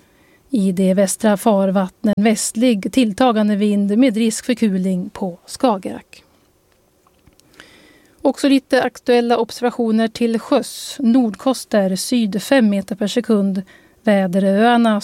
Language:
Swedish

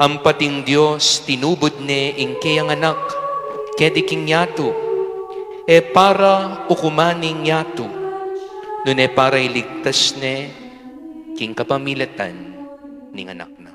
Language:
Pampanga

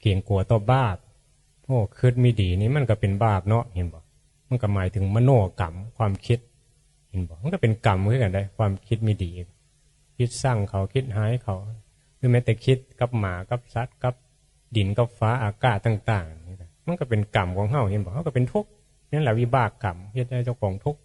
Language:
Northeastern Thai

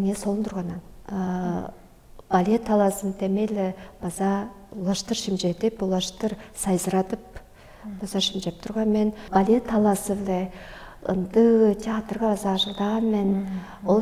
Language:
Tuvinian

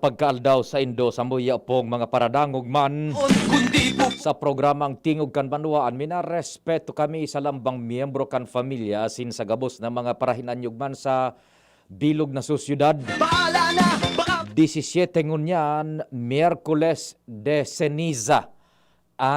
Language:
Bikol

